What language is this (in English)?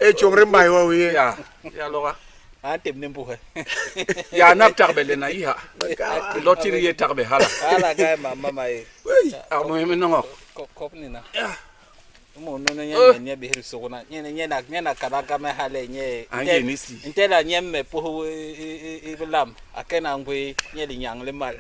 Basaa